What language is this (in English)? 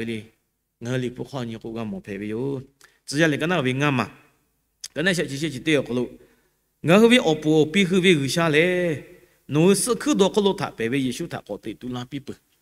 Lahu